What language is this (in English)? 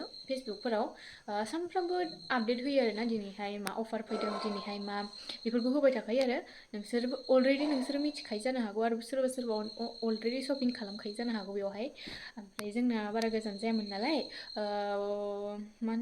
Bodo